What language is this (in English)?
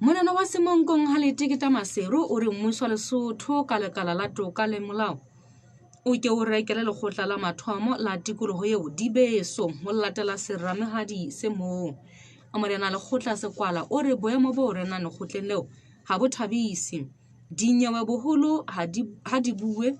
Southern Sotho